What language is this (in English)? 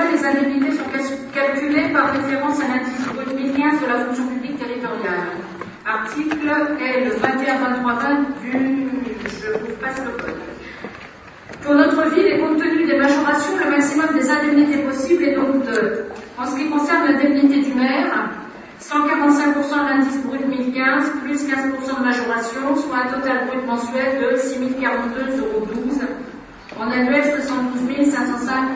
French